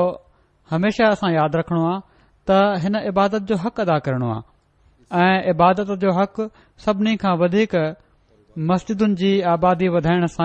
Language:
Sindhi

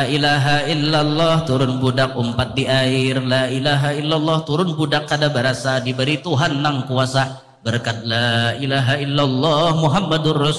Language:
Banjar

